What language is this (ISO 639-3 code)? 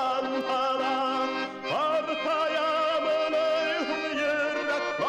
bak